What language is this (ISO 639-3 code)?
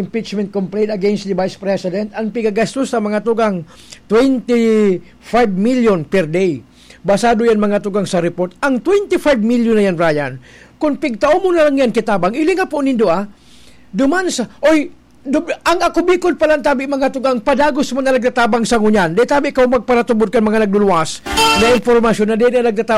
bik